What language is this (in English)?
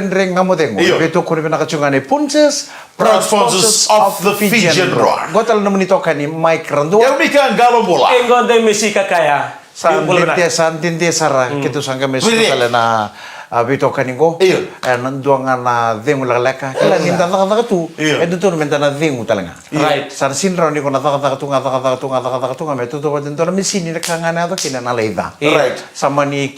Fijian